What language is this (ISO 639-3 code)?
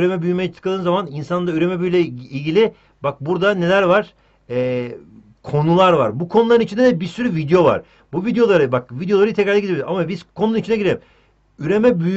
tur